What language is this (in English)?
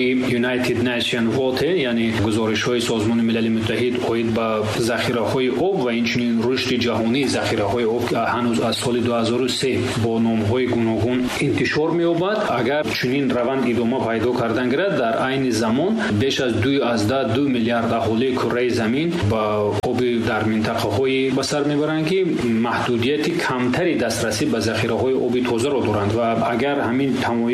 Tajik